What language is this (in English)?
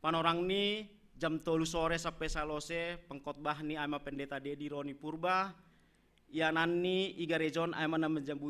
Batak Simalungun